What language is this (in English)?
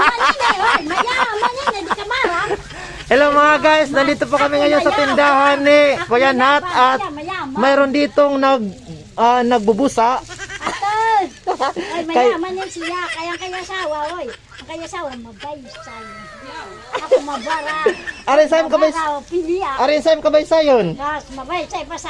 Waray